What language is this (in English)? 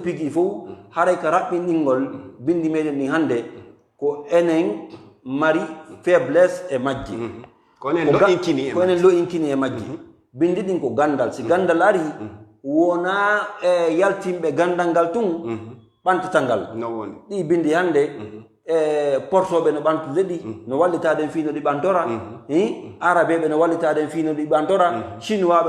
Fula